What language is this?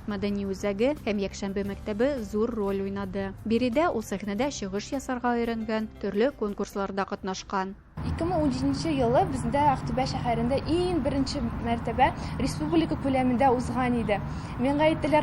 Tatar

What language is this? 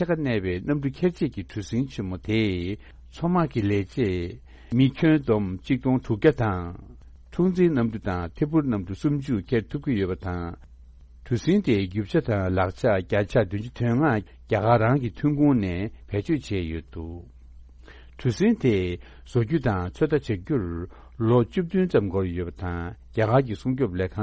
Tibetan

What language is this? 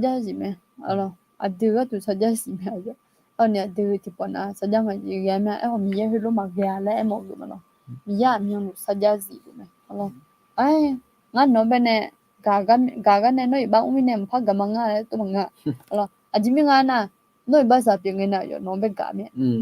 Akha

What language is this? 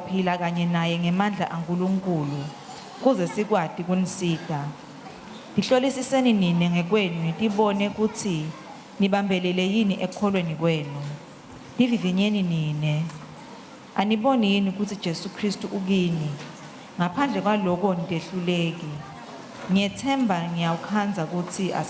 Swati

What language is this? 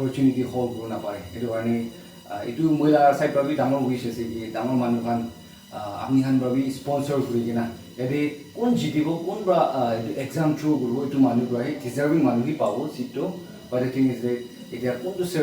Naga Pidgin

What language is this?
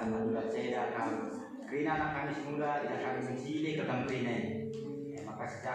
Batak Karo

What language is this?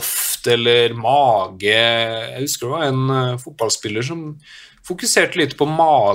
Norwegian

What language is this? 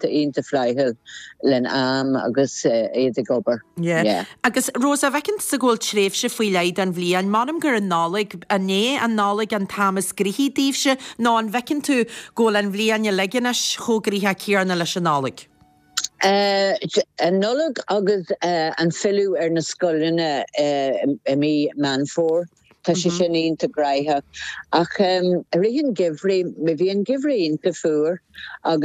Irish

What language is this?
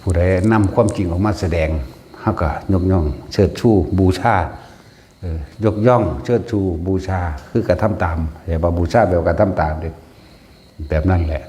Northeastern Thai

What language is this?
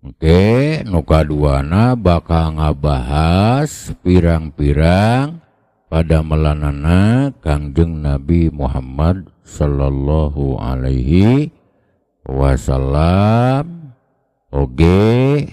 Sundanese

